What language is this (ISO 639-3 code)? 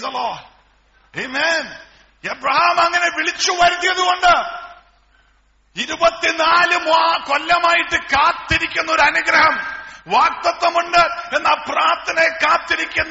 mal